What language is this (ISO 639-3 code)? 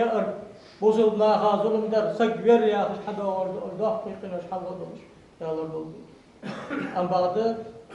inh